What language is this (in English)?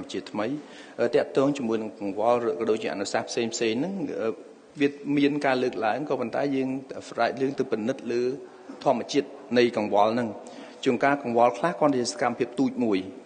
Khmer